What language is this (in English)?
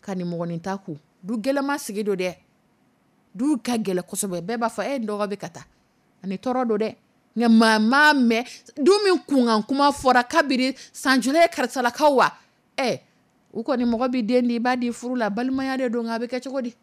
Dyula